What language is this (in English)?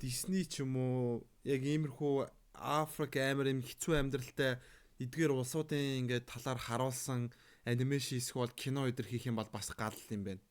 Mongolian